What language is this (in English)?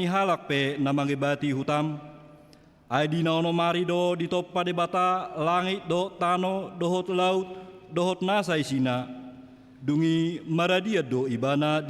Batak Toba